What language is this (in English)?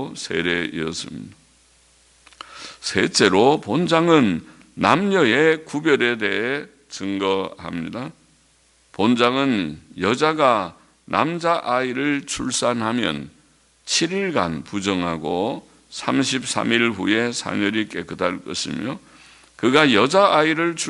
Korean